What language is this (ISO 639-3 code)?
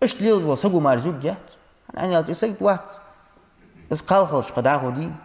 inh